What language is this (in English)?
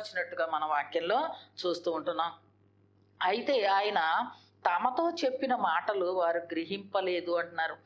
Telugu